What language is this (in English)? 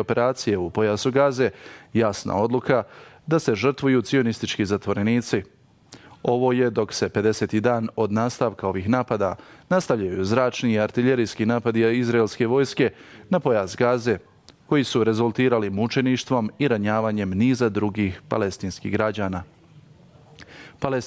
Bosnian